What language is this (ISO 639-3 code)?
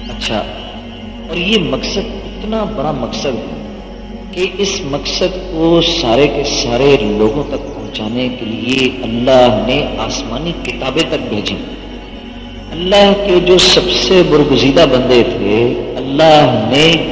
urd